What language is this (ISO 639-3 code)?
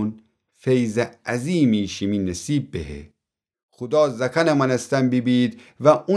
glk